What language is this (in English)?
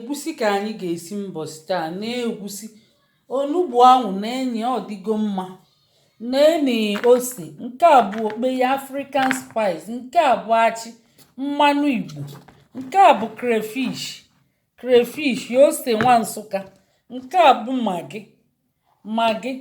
Igbo